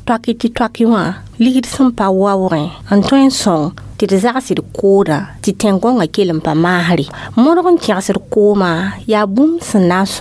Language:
Mossi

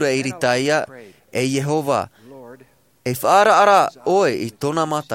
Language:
Tahitian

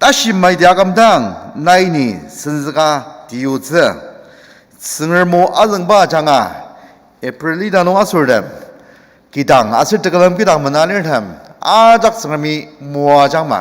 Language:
Ao Naga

